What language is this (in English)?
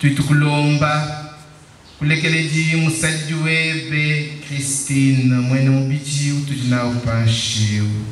Luba-Lulua